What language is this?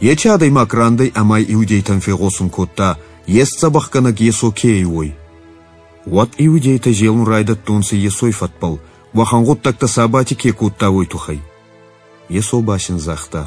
Ossetic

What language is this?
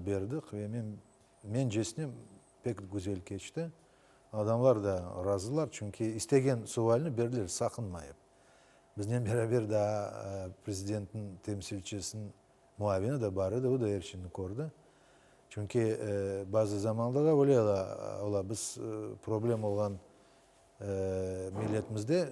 Crimean Tatar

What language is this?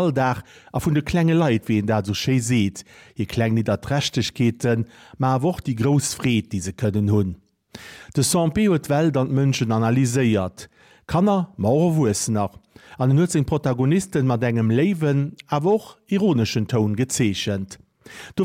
Luxembourgish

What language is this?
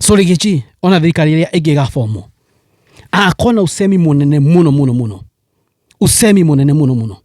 Kikuyu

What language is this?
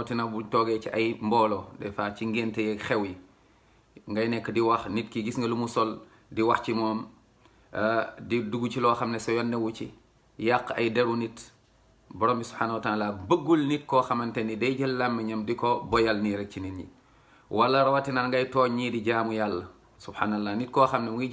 Wolof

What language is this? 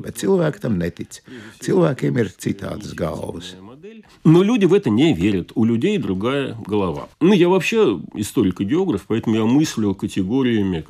Latvian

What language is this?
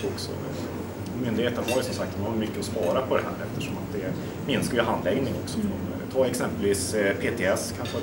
Swedish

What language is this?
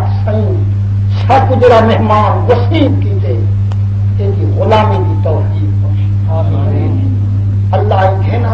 Saraiki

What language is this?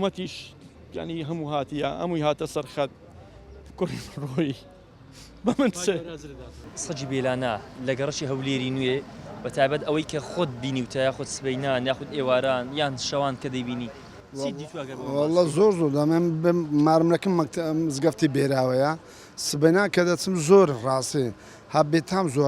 Central Kurdish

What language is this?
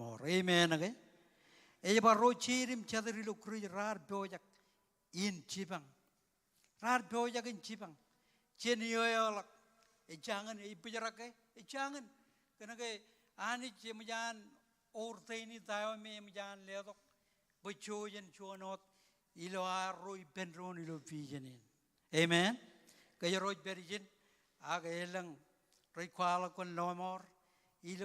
Marshallese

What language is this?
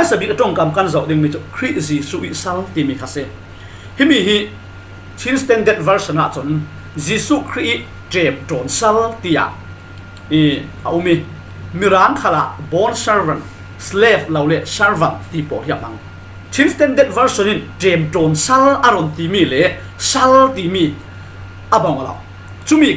Falam Chin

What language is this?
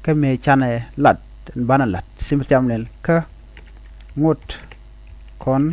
Nuer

